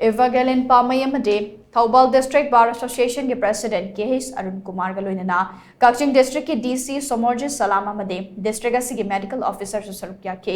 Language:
Manipuri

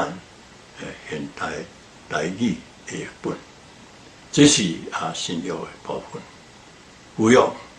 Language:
Min Nan Chinese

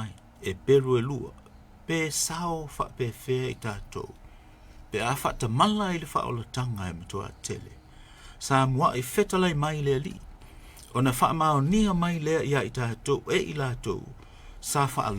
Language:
Samoan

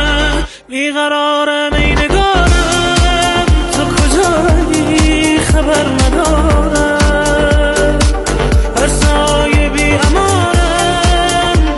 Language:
Persian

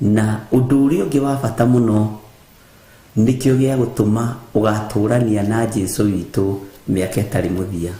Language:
Kikuyu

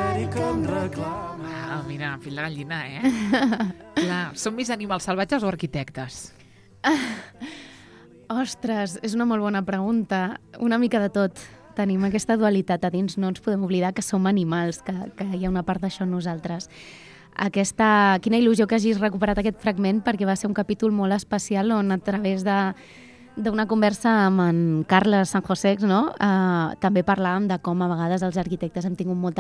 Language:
Catalan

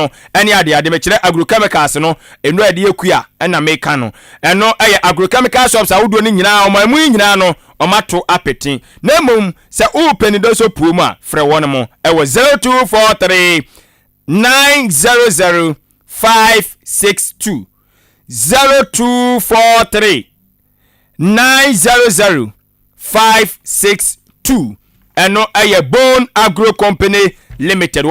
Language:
Akan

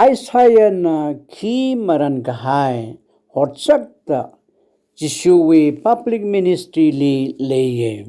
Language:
Tangkhul Naga (India)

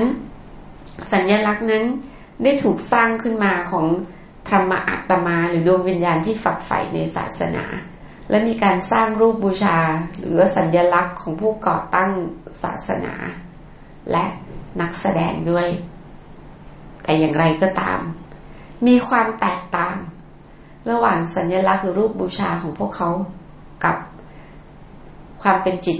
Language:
Thai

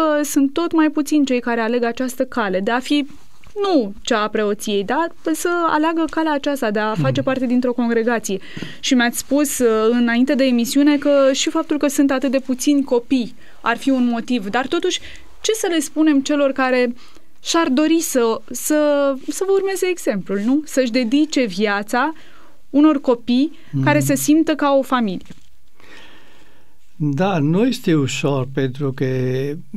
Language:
Romanian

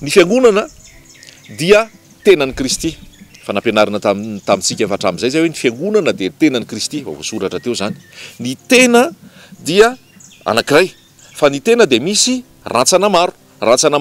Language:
Malagasy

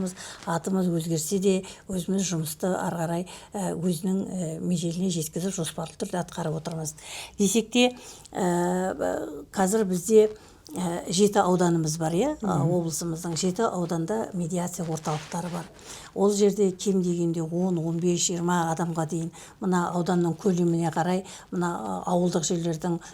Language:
Kazakh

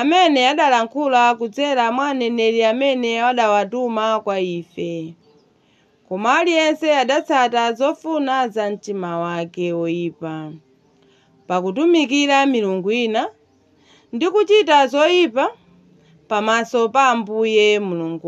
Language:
Nyanja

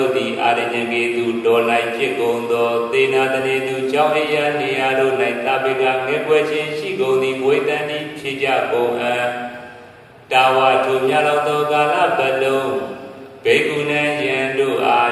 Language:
Burmese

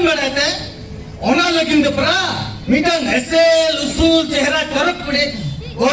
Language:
Santali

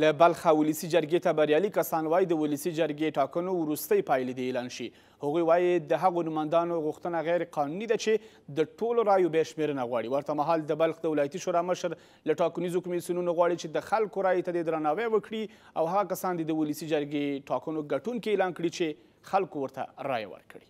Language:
Pashto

